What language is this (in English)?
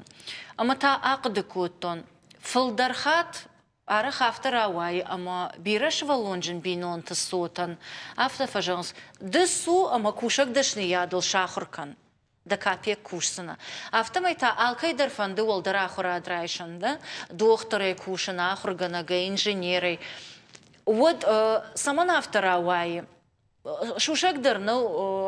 Ossetic